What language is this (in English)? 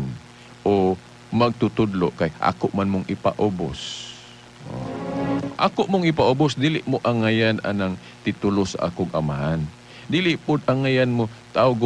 Cebuano